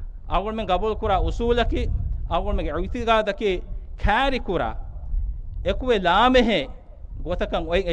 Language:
Divehi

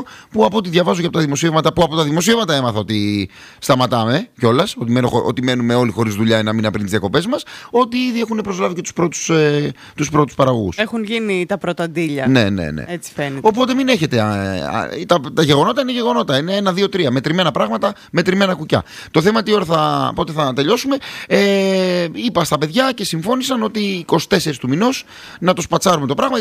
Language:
Greek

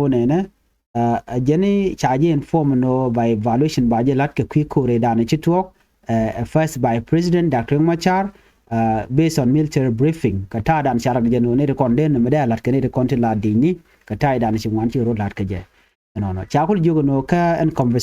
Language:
Nuer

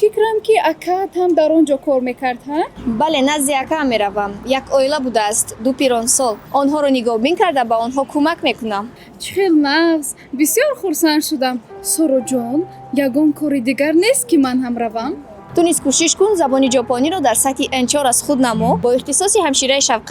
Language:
Tajik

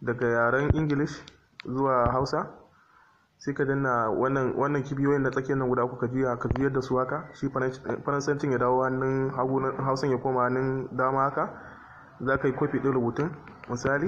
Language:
Hausa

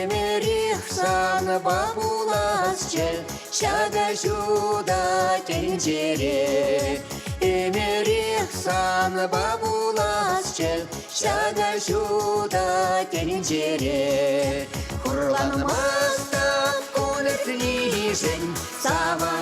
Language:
Chuvash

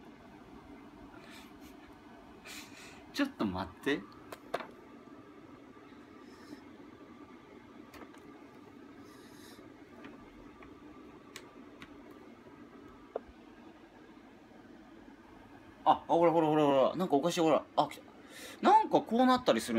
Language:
Japanese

